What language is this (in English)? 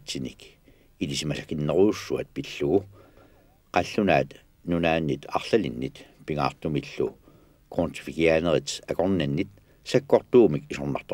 Kalaallisut